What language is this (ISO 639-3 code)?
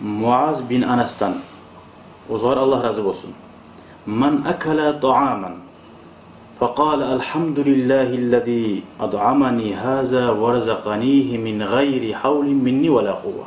kum